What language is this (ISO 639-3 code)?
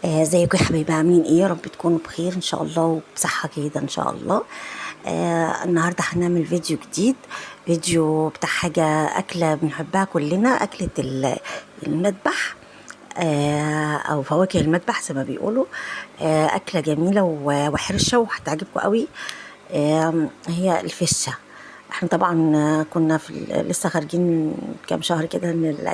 arz